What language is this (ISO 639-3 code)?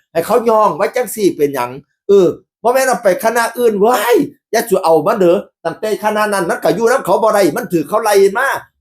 tts